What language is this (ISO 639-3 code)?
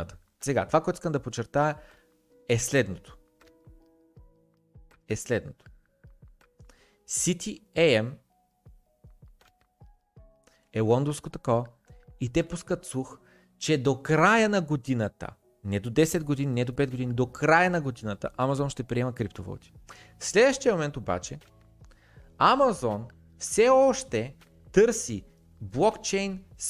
bul